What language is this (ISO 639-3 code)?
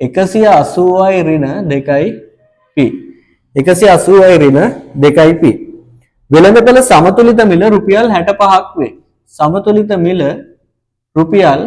sin